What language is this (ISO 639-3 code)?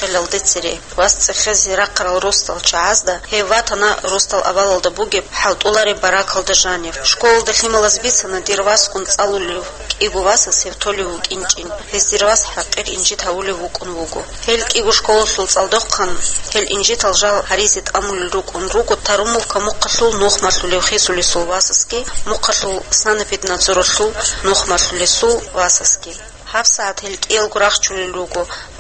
ava